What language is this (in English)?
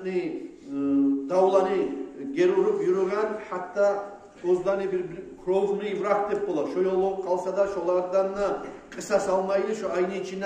Kumyk